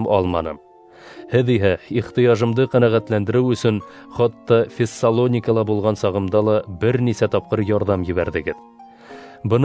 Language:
Bashkir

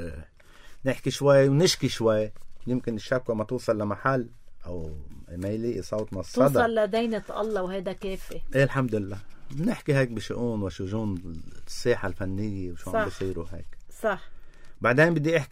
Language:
North Levantine Arabic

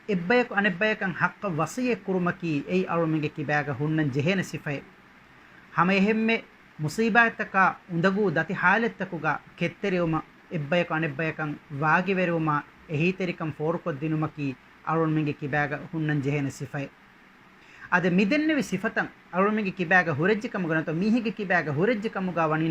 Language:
Divehi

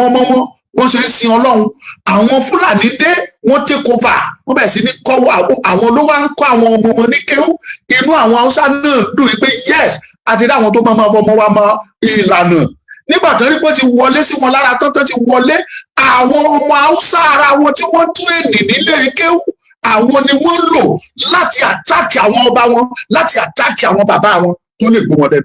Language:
Yoruba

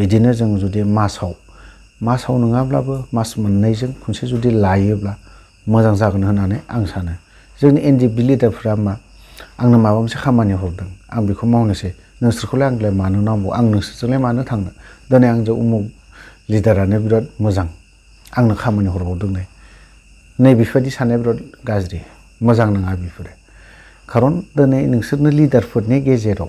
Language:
Bodo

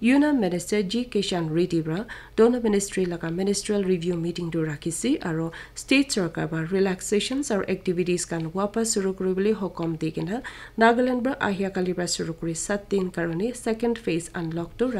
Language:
Naga Pidgin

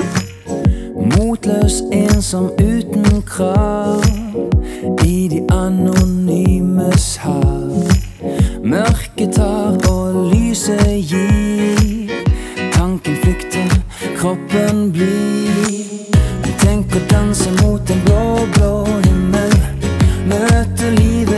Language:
Norwegian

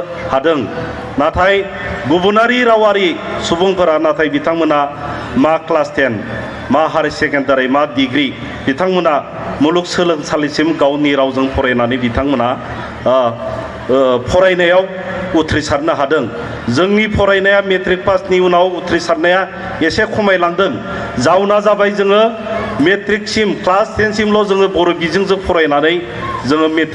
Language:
Bodo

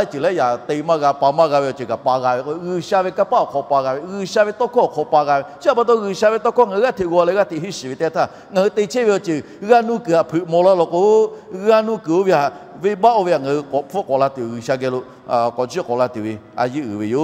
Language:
Lahu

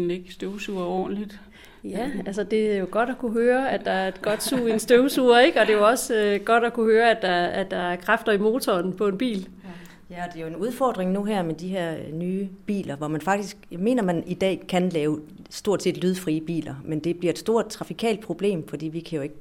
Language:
Danish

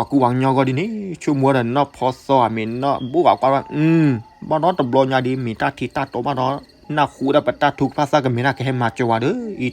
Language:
S'gaw Karen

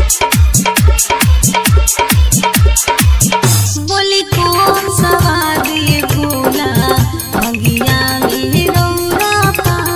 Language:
Bhojpuri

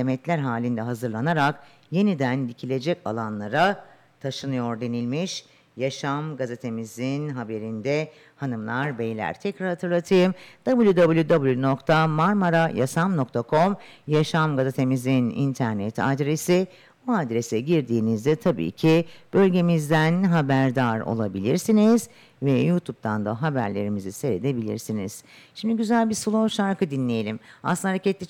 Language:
Turkish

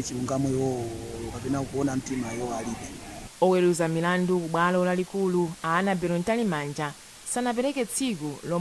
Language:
Nyanja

